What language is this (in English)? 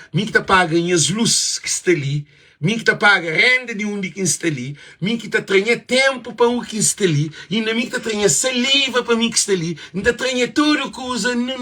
Kabuverdianu